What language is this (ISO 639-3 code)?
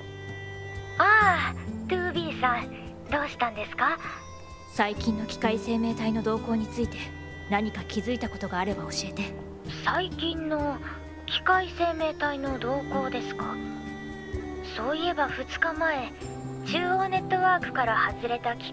jpn